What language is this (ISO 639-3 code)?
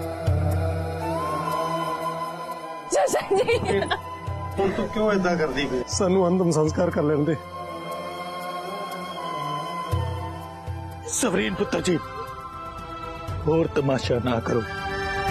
pan